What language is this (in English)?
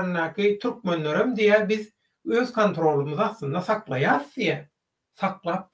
Turkmen